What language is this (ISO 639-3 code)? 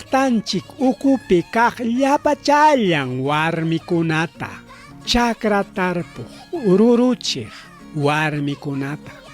quy